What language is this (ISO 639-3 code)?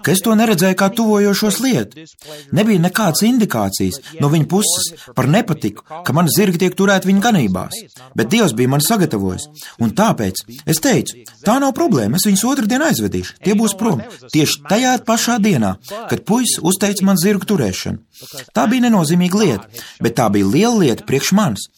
lav